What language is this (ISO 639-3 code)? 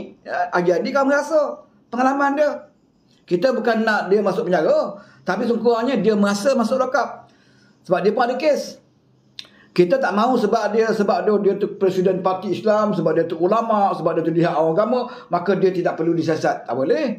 msa